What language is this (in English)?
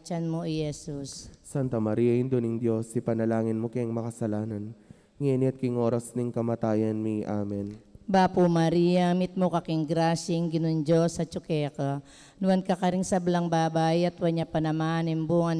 Pampanga